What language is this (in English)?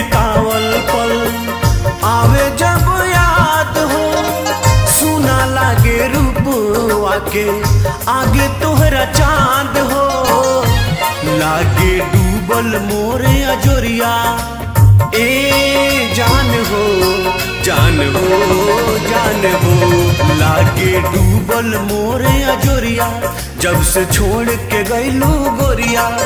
Bhojpuri